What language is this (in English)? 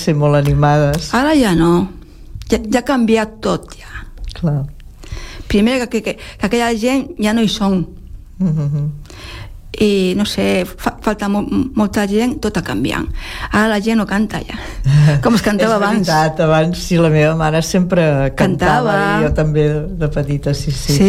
Catalan